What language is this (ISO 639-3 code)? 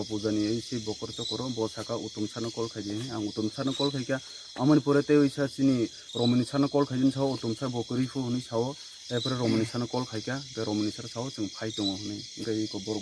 trp